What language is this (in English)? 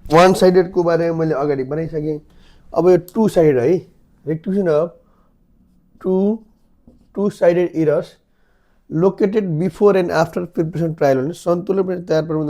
Nepali